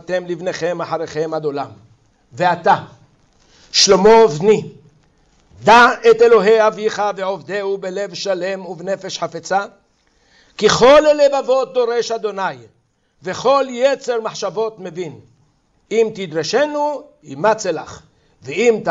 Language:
Hebrew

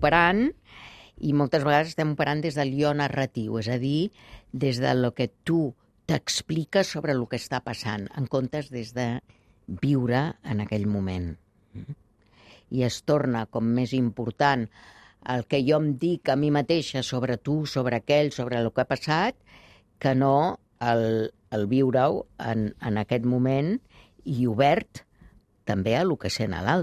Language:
Catalan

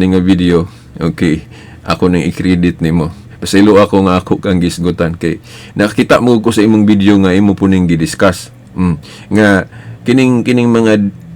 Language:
Cebuano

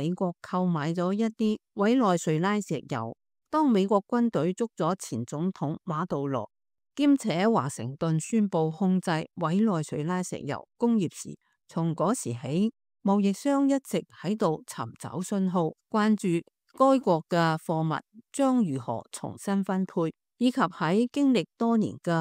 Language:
Cantonese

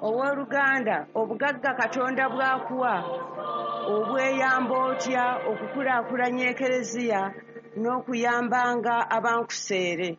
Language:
Ganda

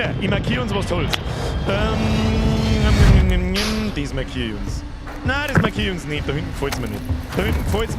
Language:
Bavarian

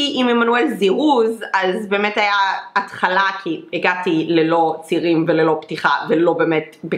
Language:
Hebrew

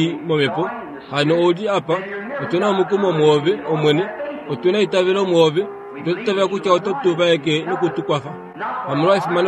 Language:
Kuanyama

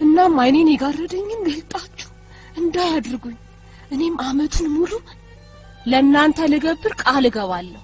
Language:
Amharic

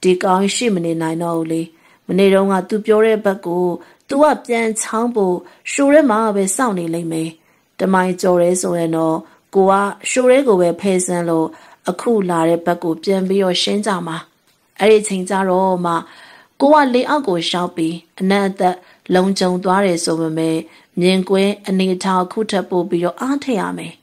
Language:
Burmese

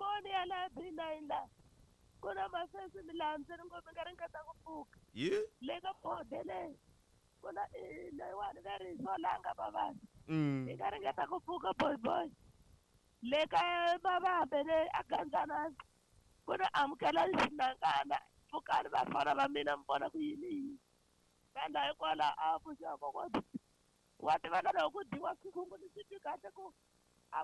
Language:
Tsonga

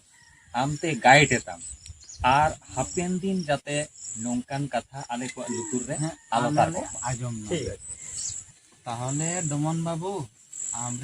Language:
Santali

